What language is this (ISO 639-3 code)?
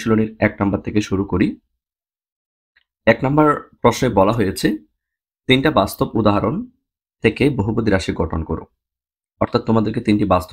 ben